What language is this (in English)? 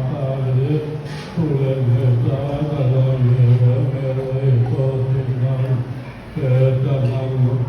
Pali